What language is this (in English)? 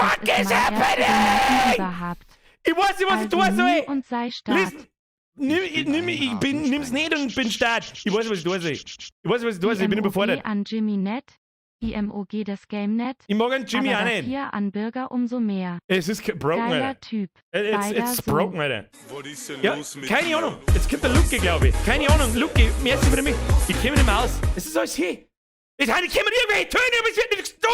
Bavarian